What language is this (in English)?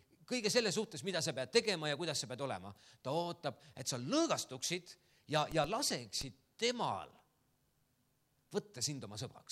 Estonian